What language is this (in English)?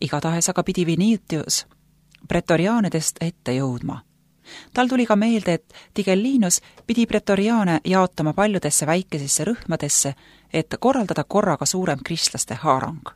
Estonian